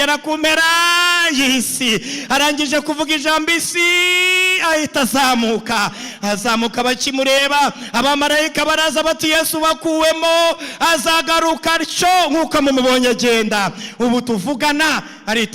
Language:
Kinyarwanda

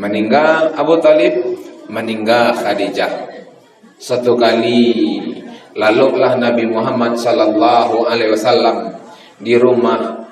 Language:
Minangkabau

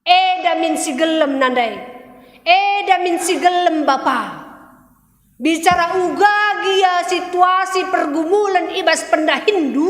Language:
Batak Karo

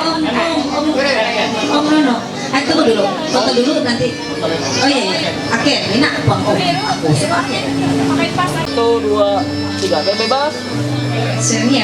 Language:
Ma'anyan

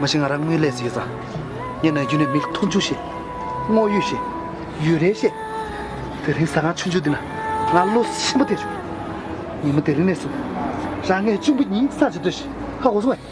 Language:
Tibetan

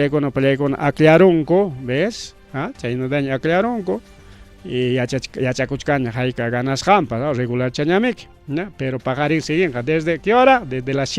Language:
Ayacucho Quechua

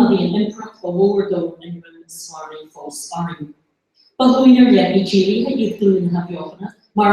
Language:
Irish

